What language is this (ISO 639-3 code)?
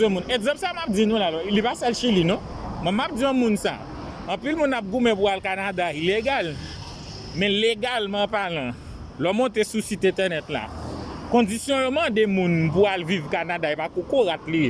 hat